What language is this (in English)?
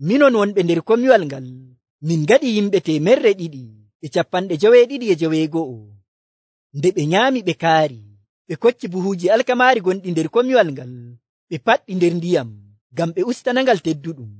Nigerian Fulfulde